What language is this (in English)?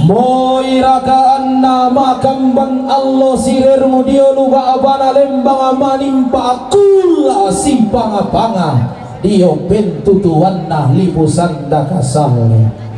Toraja-Sa'dan